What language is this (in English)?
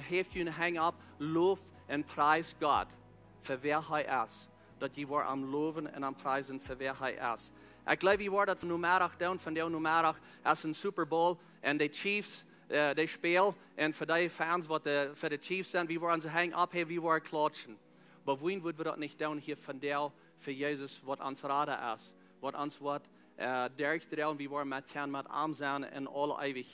Plautdietsch